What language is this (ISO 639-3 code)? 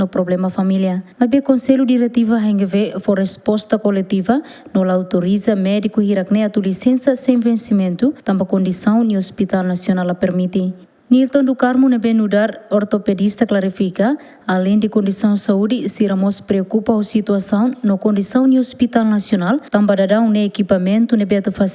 tet